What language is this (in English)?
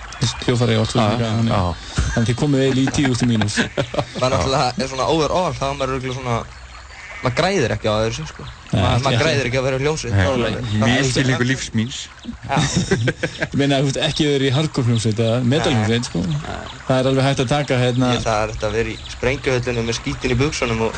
Icelandic